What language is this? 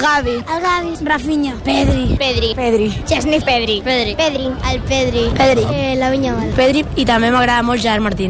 Catalan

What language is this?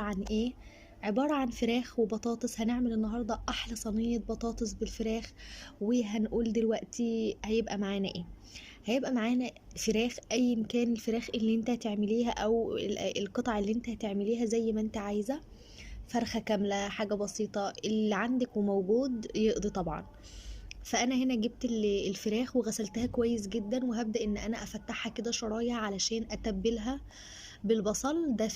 Egyptian Arabic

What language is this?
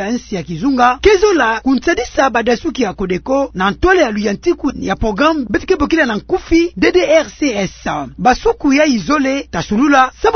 Kituba (Democratic Republic of Congo)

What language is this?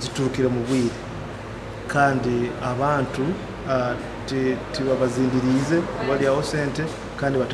Nyoro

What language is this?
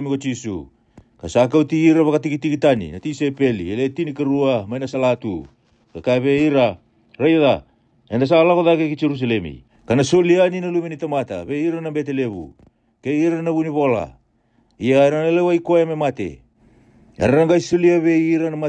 Fijian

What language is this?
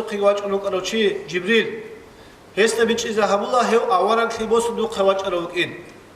Avaric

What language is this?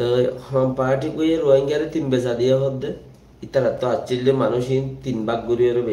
Rohingya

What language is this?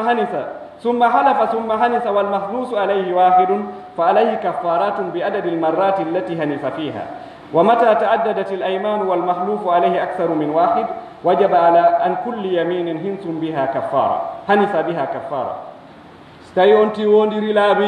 Pular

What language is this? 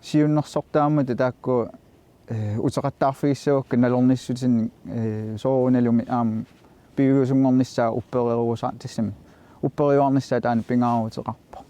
Kalaallisut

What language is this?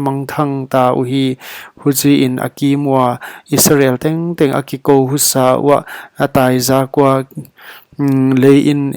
Paite Chin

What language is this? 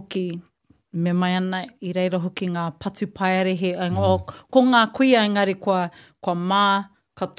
Māori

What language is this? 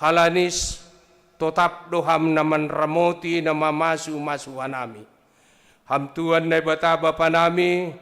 Batak Simalungun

